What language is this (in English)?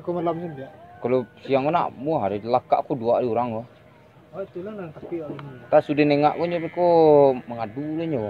Minangkabau